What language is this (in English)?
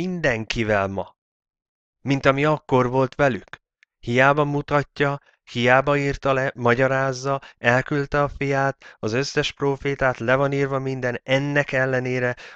Hungarian